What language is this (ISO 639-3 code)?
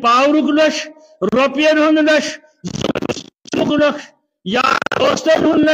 kas